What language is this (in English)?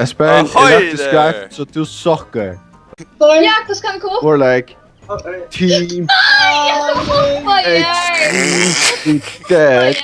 Faroese